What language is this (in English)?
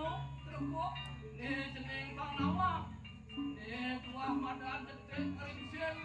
Balinese